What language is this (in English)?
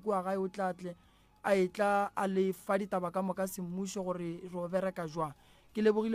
Northern Sotho